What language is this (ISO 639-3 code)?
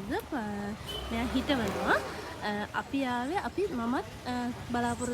sin